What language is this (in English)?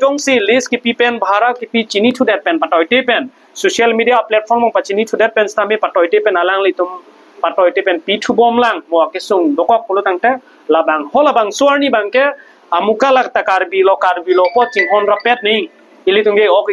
Karbi